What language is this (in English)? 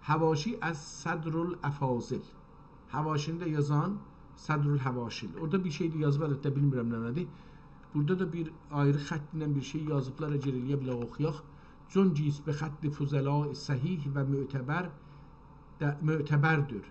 South Azerbaijani